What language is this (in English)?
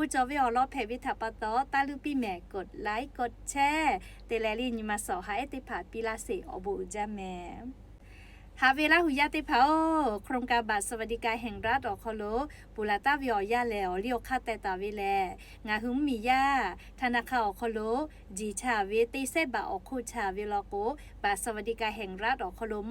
Lahu